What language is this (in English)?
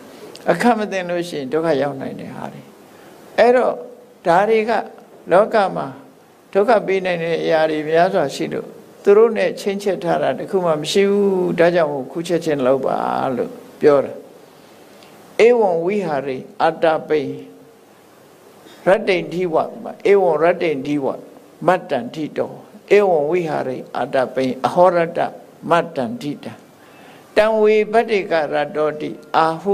Burmese